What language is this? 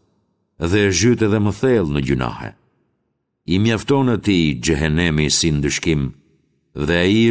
Albanian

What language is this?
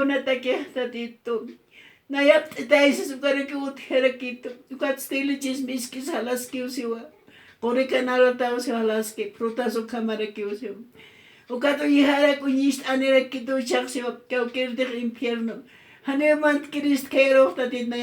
Aymara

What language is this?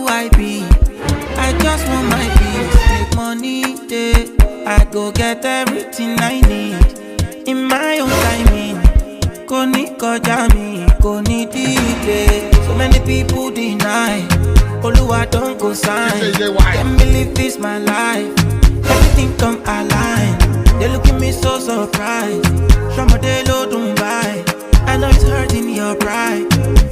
Nigerian Pidgin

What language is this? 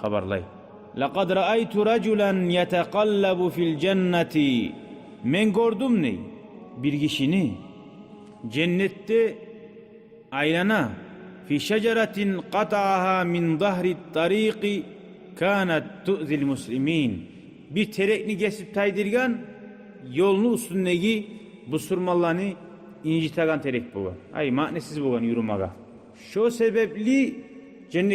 Kumyk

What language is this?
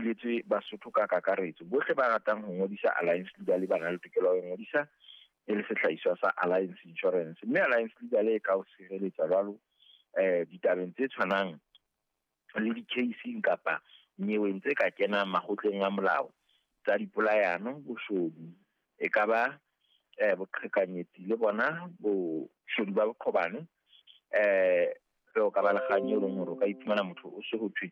Southern Sotho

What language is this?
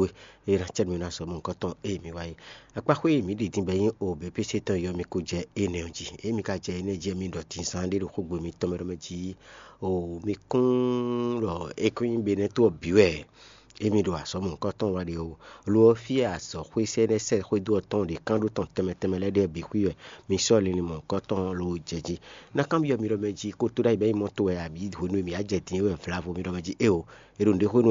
Fon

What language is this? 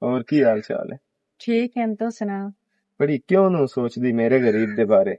Western Panjabi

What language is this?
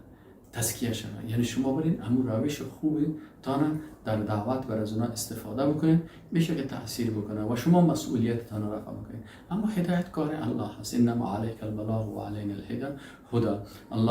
Persian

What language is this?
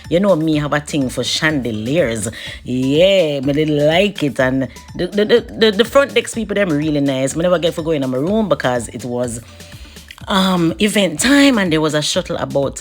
Jamaican Creole English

